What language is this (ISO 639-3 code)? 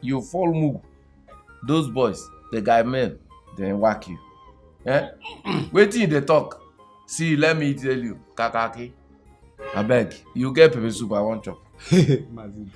pcm